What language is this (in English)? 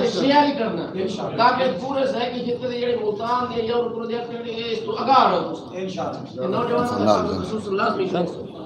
Saraiki